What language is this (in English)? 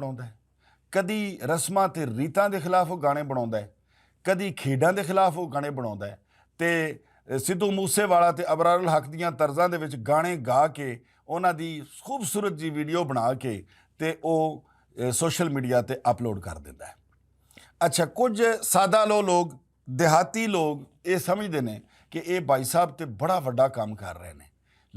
Western Panjabi